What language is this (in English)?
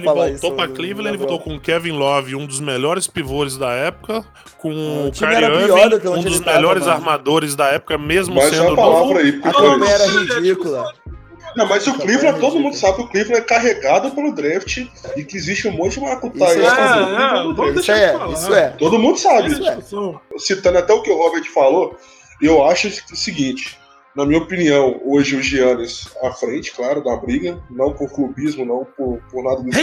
Portuguese